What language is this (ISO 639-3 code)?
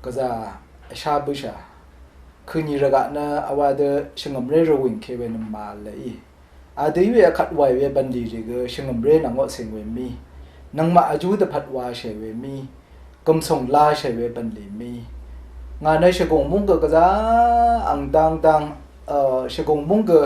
raw